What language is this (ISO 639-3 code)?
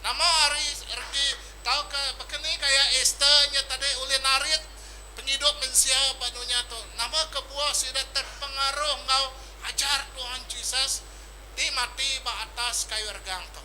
iba